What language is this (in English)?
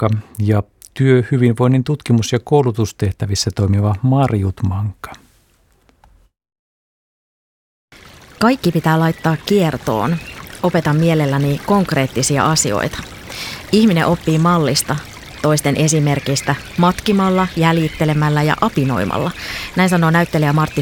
Finnish